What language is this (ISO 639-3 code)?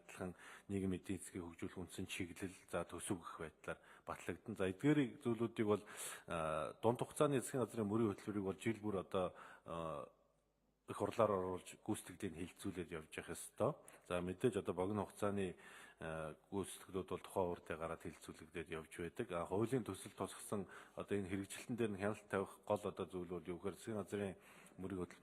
mon